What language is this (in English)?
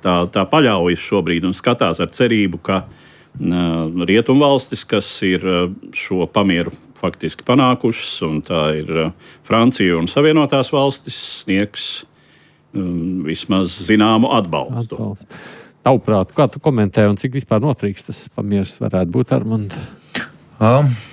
Latvian